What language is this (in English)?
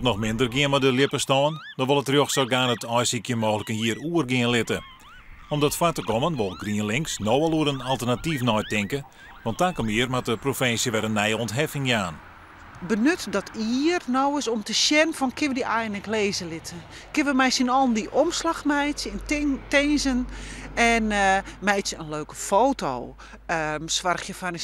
Western Frisian